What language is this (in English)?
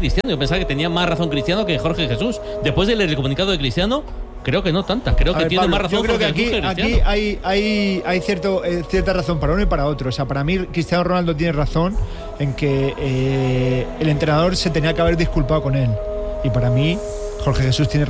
Spanish